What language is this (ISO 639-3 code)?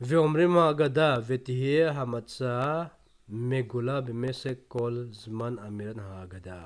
tcz